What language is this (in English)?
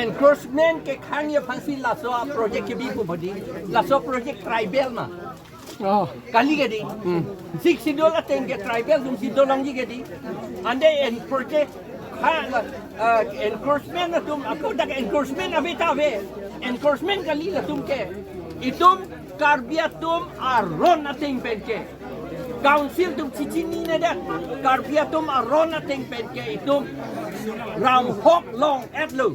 Karbi